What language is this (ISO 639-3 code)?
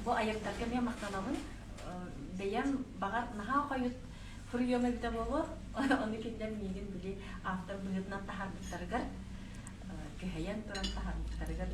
sah